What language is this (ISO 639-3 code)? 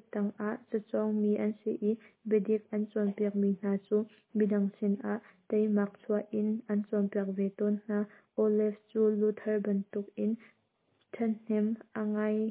cnh